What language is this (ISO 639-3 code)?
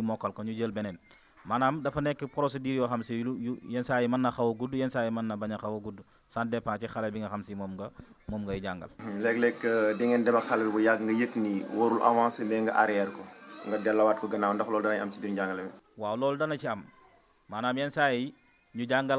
wol